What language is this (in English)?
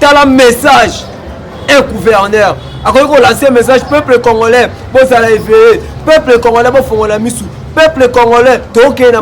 Lingala